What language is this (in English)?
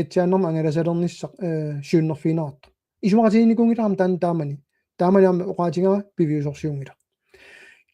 Kalaallisut